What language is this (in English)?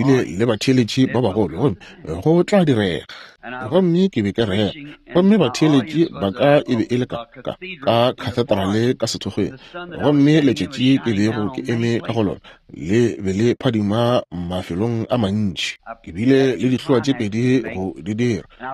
Northern Sotho